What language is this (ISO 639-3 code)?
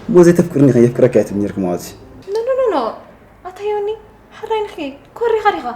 tir